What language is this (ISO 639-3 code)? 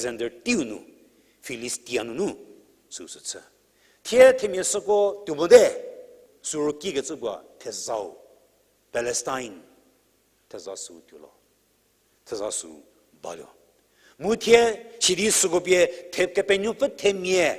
njm